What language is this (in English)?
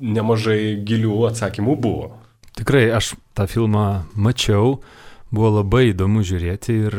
Lithuanian